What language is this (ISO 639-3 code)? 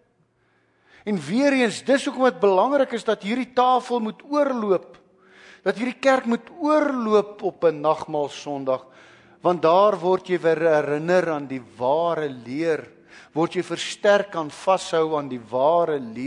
afr